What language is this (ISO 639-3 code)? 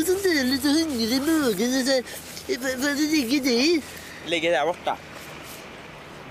swe